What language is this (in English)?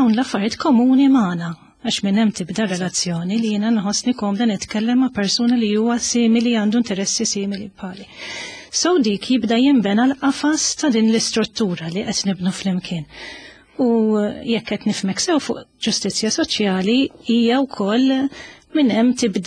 Maltese